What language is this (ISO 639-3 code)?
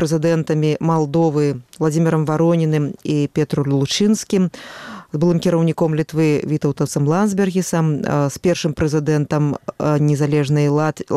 bel